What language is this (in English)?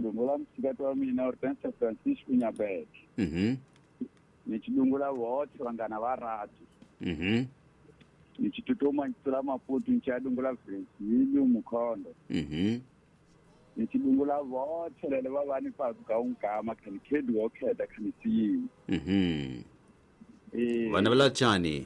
Tsonga